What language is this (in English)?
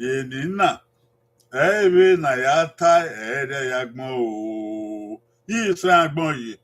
Bini